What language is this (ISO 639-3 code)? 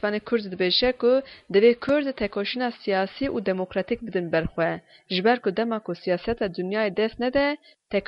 kur